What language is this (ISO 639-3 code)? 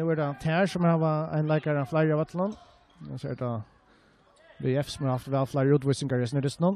fao